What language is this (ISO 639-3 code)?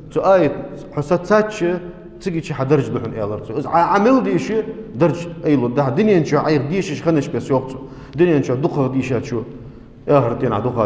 inh